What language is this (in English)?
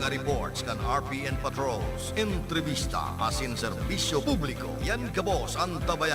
Bikol